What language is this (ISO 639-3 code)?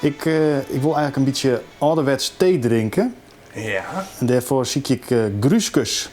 fry